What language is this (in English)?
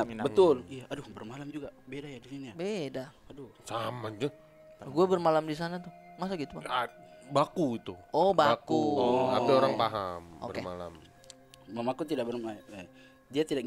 Makassar Malay